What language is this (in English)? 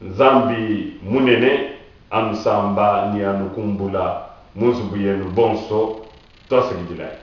Luba-Lulua